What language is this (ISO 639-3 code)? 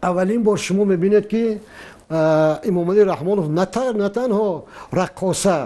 tgk